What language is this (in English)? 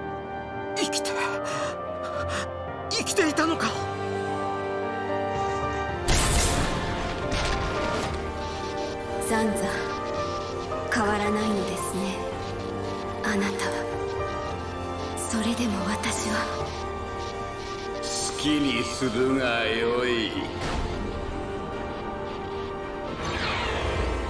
Japanese